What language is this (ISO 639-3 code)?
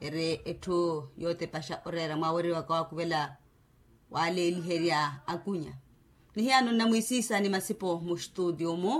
vmw